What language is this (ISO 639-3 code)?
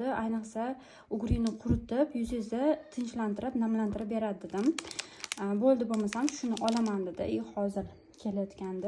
uzb